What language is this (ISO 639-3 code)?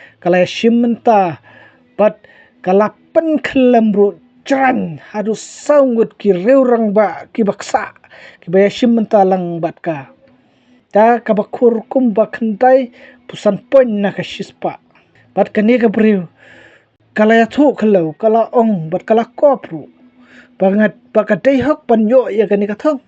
kha